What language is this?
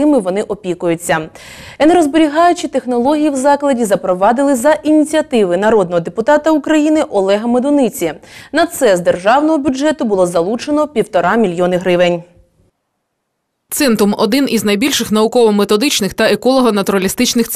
Ukrainian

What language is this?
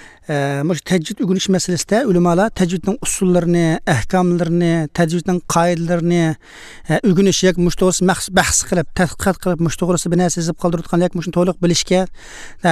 Uyghur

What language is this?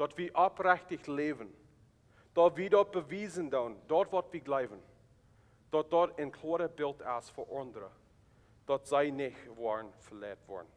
Plautdietsch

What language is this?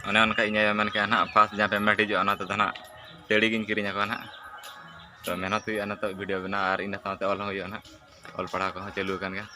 Santali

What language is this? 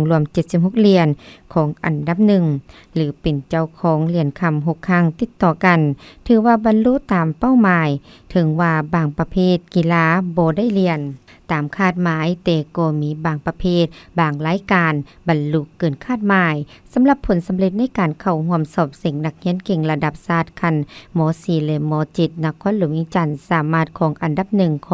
Lao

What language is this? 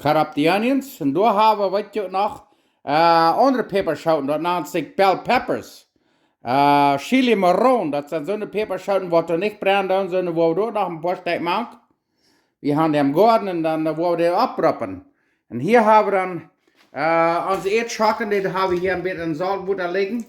Plautdietsch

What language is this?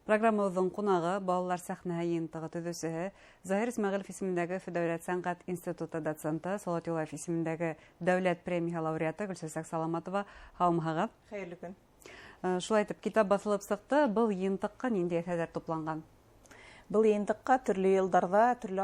Bashkir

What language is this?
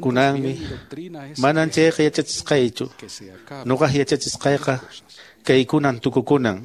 Quechua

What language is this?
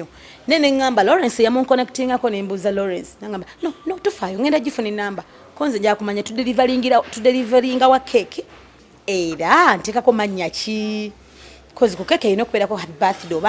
Ganda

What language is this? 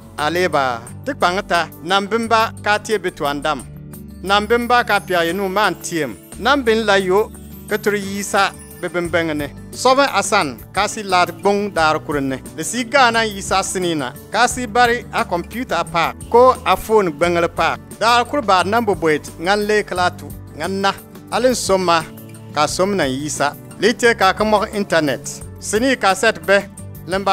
Bimoba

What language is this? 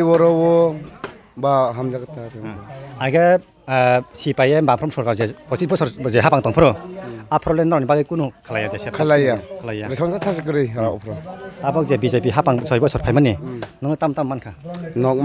Kok Borok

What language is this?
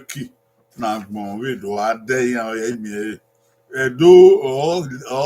Bini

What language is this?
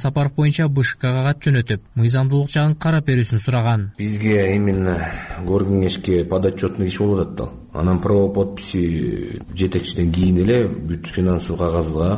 Kyrgyz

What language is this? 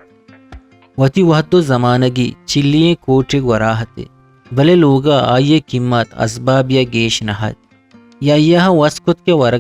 Eastern Balochi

